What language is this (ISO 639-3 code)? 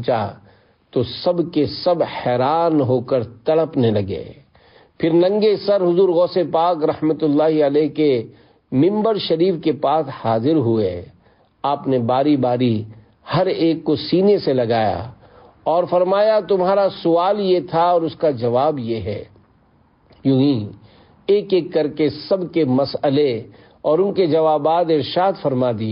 urd